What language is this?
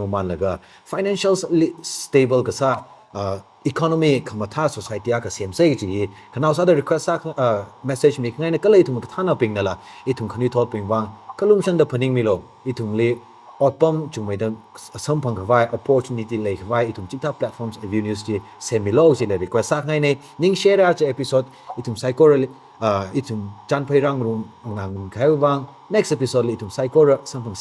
Tangkhul Naga (India)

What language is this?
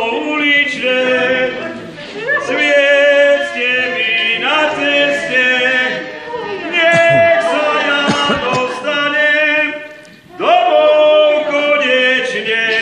Slovak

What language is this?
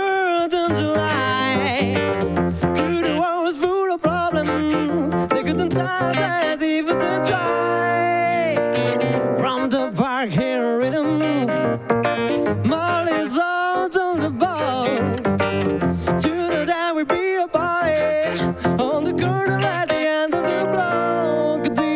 Italian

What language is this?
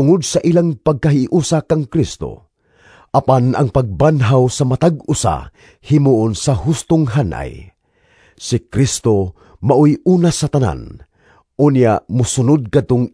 Cebuano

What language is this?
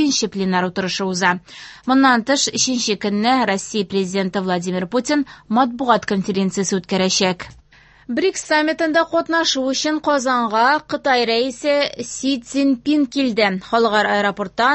Tatar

